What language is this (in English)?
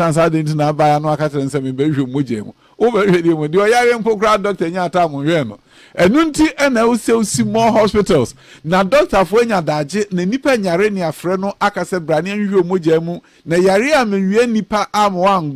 Akan